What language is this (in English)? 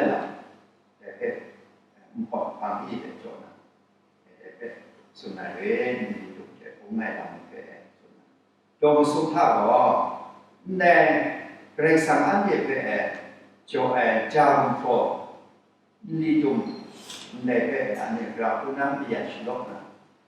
Kachin